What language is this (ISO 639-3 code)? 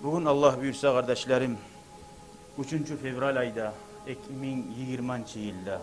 kum